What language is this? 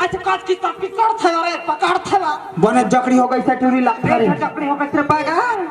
Chhattisgarhi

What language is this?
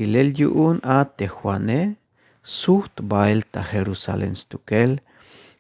Tzeltal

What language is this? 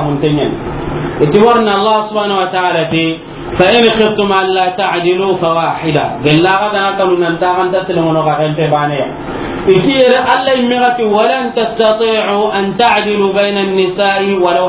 Soninke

